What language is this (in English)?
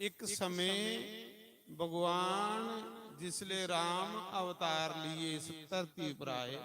Dogri